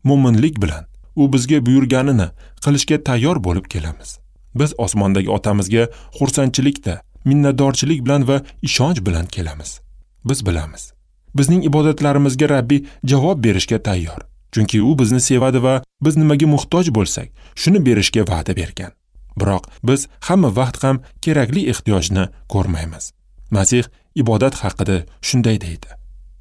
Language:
Uzbek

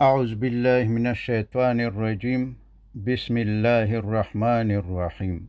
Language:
Pashto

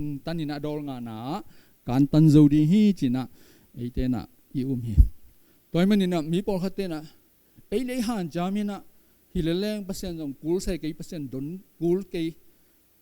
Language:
Tedim Chin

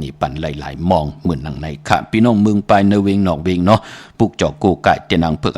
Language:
Shan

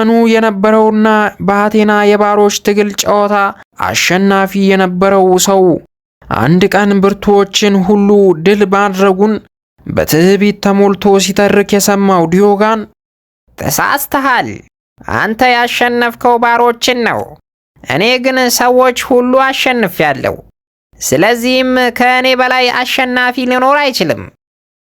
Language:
Amharic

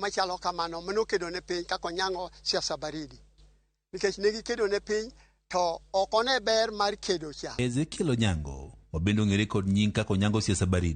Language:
Luo (Kenya and Tanzania)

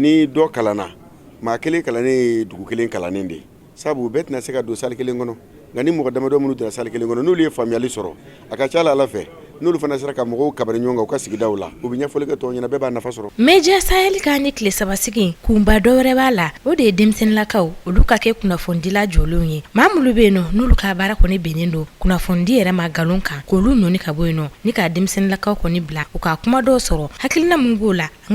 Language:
Bambara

